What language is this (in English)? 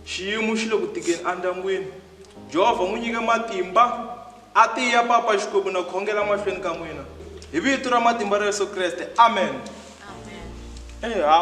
Tsonga